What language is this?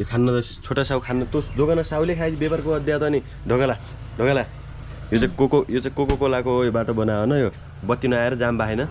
Nepali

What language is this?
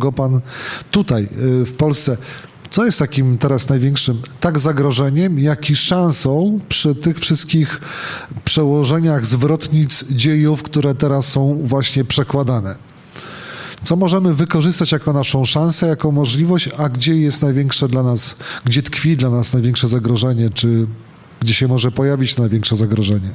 Polish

